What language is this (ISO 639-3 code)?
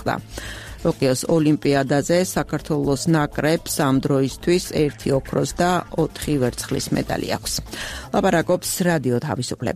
kat